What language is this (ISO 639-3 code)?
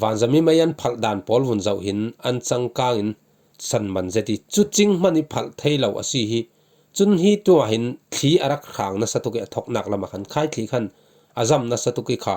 cfm